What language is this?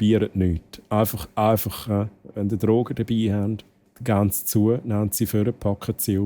Swiss German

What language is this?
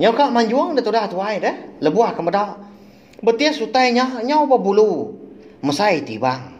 Iban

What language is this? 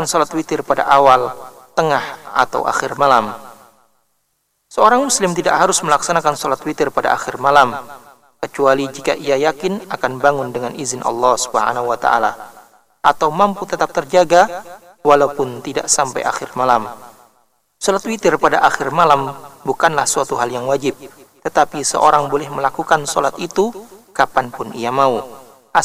Indonesian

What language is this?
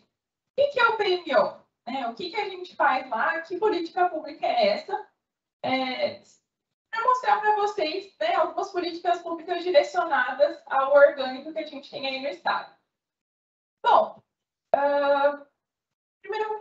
Portuguese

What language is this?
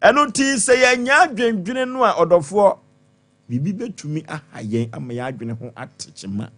Akan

